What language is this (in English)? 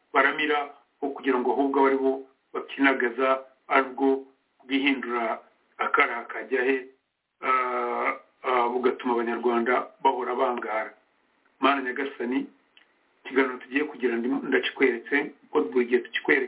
Kinyarwanda